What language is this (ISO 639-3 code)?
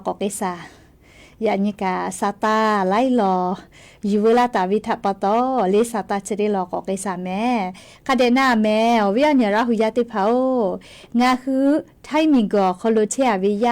lhu